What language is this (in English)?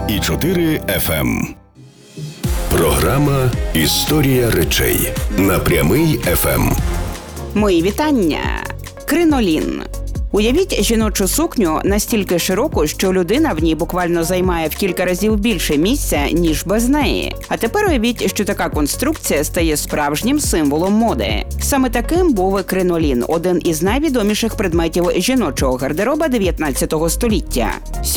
Ukrainian